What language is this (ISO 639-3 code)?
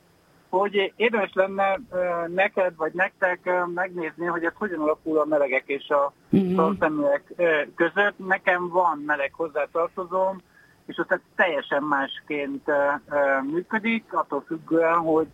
hun